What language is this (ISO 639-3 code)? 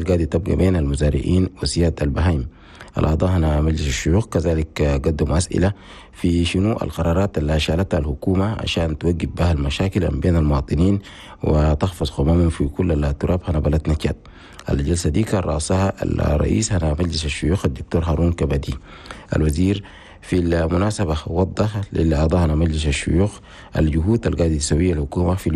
shu